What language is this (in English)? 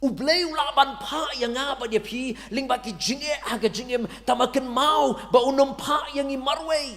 Khasi